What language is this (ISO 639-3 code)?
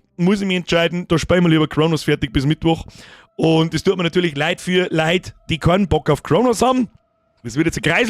bar